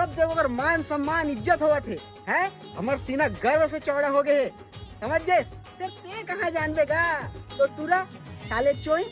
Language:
Chhattisgarhi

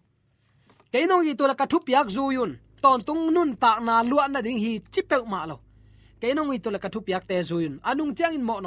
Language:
Tedim Chin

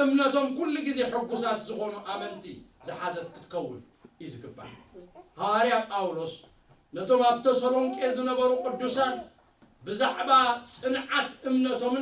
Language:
Tigrinya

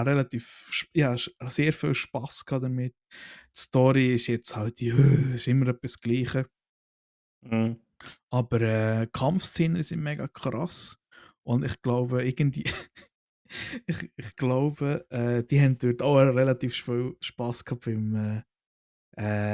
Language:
Swiss German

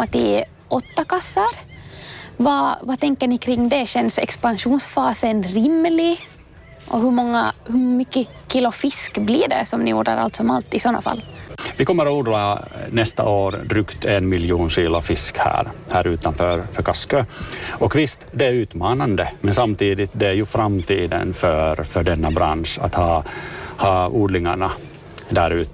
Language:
Swedish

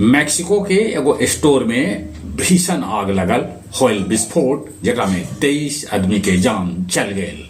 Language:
Magahi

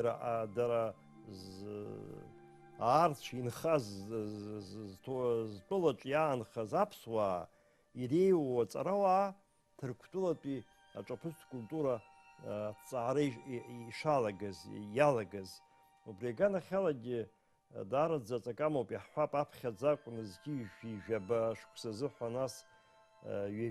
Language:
Abkhazian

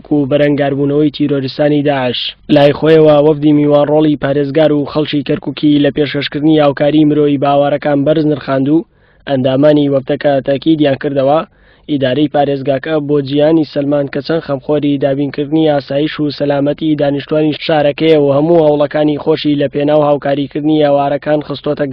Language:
Central Kurdish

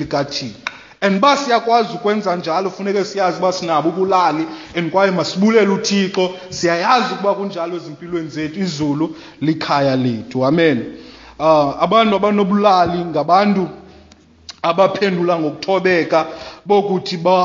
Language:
Xhosa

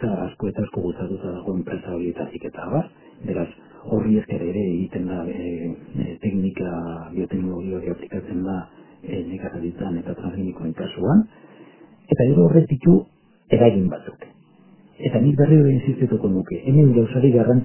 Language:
Basque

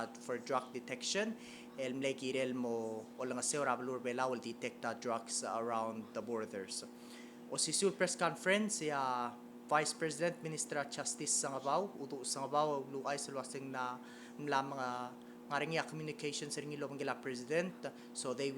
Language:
Palauan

